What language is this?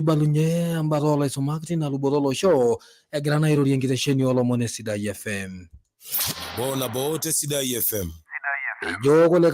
Masai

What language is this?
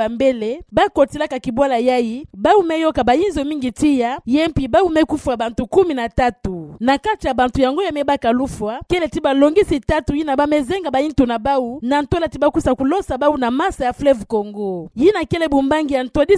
Kituba (Democratic Republic of Congo)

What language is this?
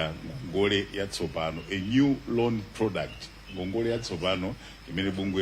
Nyanja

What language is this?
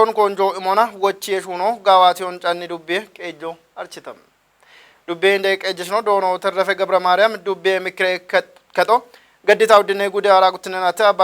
Kafa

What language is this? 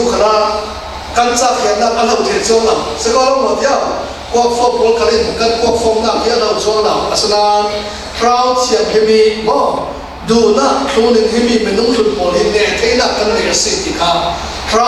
Falam Chin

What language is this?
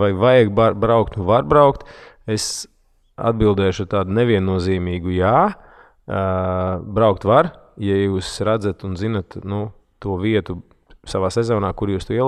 Latvian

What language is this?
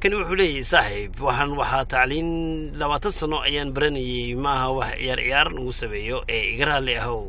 Somali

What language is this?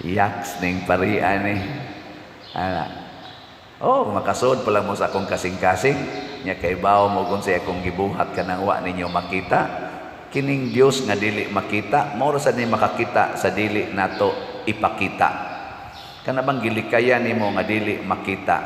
Cebuano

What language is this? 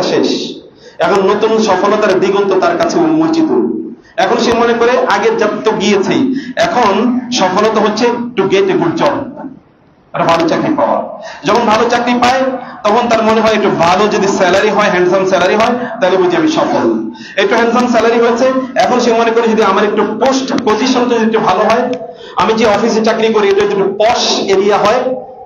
Bangla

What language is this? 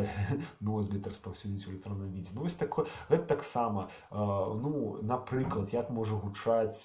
Belarusian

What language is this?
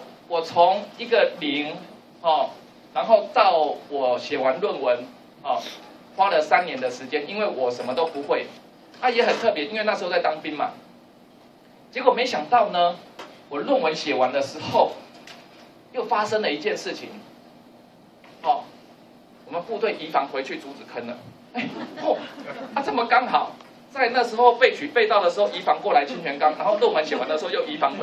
Chinese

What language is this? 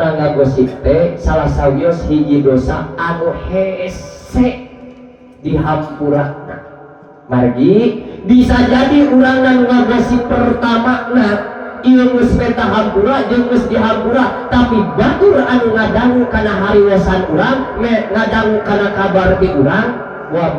Sundanese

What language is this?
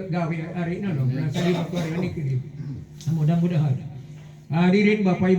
Sasak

